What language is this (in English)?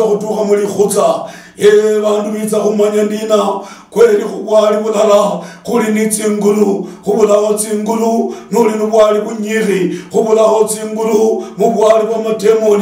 Luyia